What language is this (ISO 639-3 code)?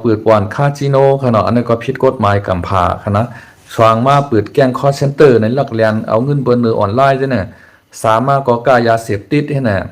shn